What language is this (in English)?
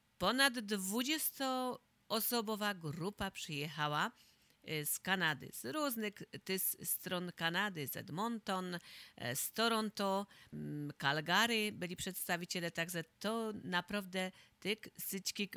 Polish